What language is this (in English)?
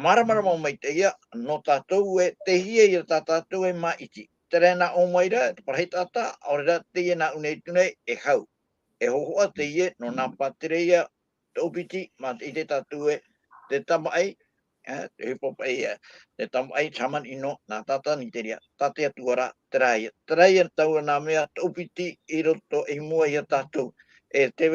Tahitian